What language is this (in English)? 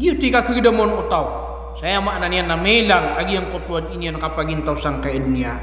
Maranao